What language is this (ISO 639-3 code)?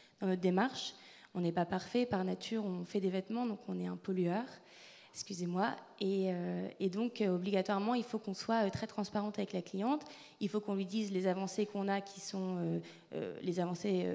fra